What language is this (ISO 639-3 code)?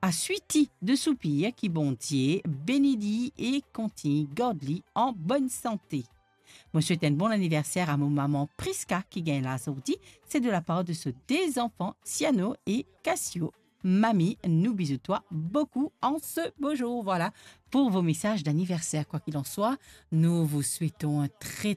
mfe